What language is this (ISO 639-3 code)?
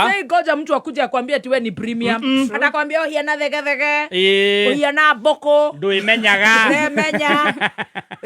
kik